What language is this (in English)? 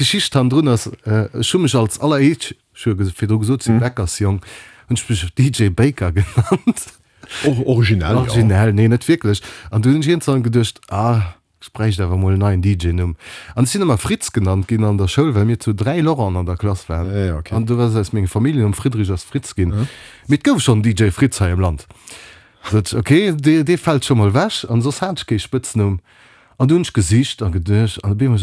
Luxembourgish